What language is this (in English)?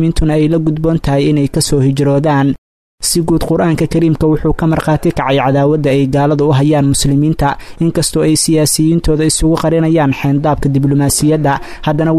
Somali